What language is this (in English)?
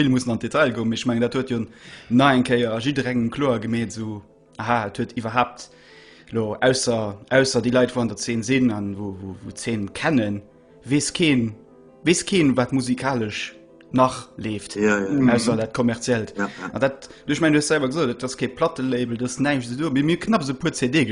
Luxembourgish